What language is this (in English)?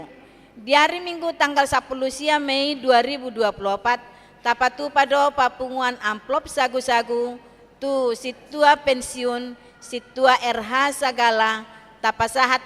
Batak Toba